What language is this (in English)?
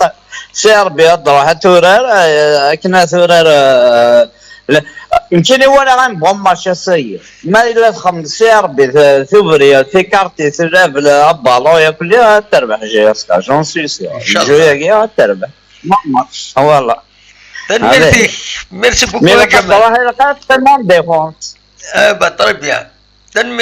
Kabyle